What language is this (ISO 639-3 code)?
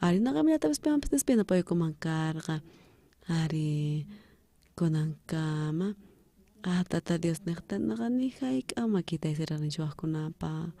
quh